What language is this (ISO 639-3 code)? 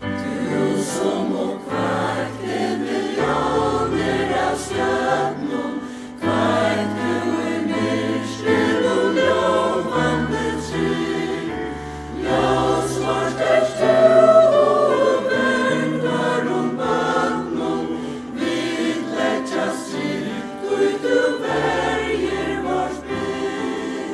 fao